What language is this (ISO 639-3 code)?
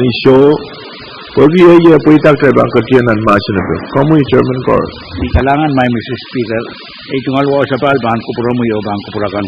pon